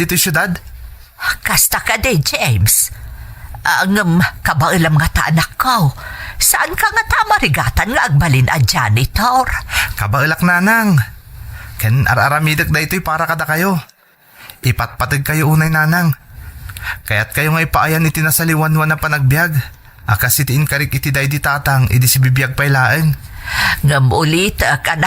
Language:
Iloko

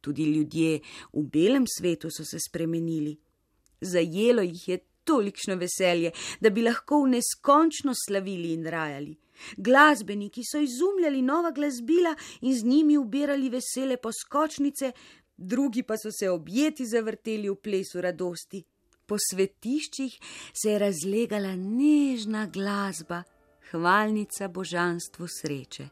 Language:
Slovenian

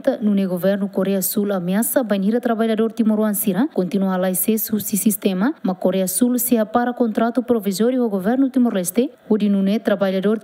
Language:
Tetum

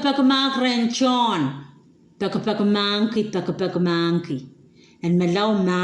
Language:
Pohnpeian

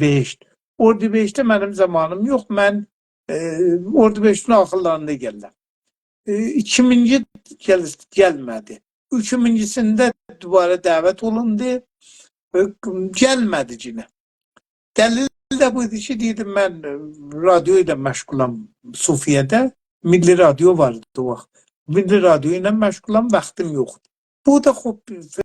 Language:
South Azerbaijani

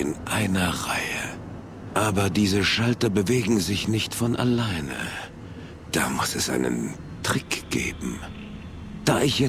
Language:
Bavarian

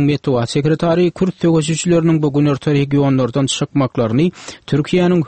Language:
Turkmen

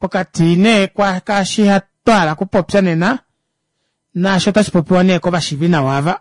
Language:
Kuanyama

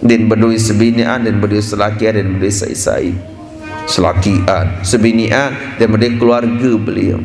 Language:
Sasak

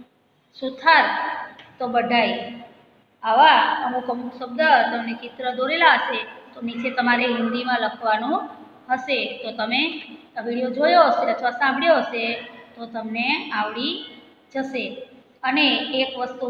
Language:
Gujarati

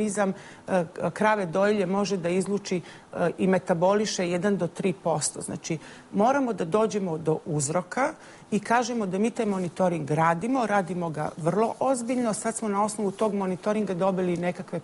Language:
Serbian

